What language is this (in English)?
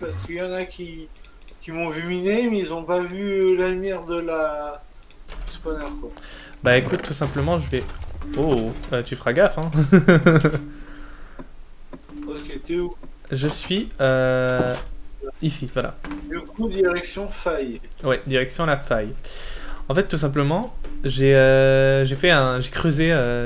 French